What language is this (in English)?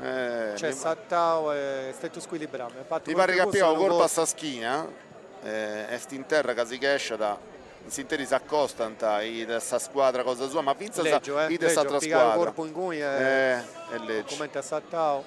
Sardinian